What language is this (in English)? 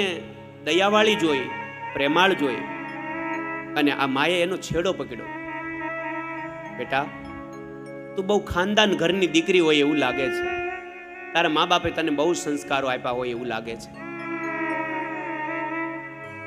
Gujarati